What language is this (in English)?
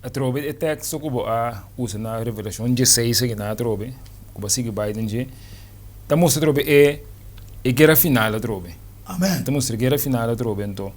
Papiamento